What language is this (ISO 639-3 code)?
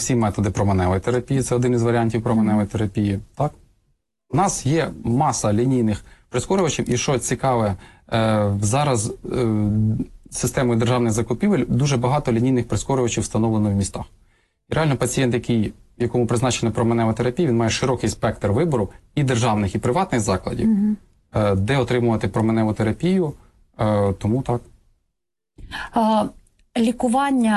ukr